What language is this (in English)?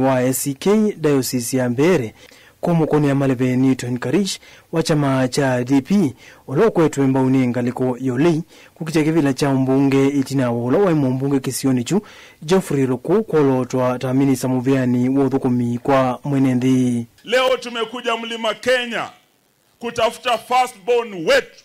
Kamba